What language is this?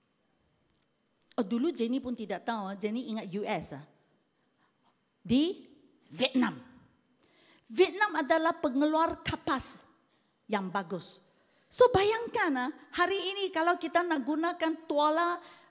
Malay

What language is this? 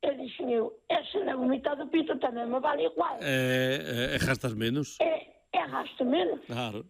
Galician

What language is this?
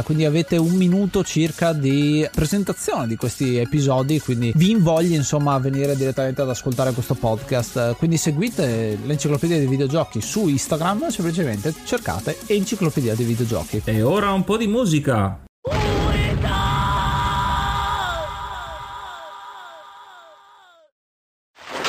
Italian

